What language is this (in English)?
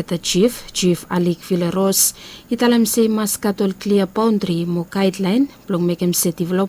Bislama